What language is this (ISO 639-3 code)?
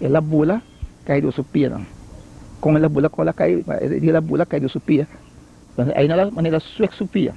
pap